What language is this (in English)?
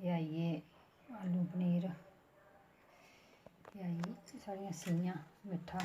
Dogri